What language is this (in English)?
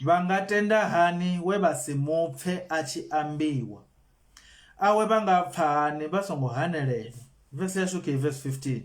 Venda